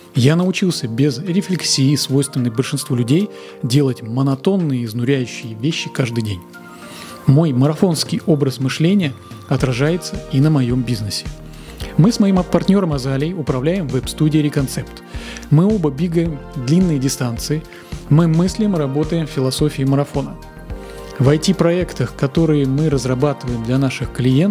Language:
Russian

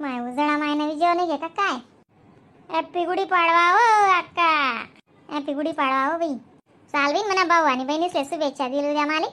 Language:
Khandesi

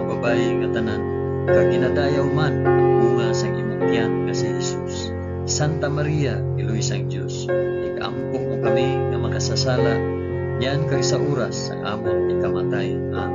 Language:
Hiligaynon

